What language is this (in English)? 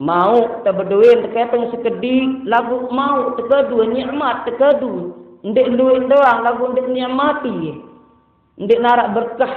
Sasak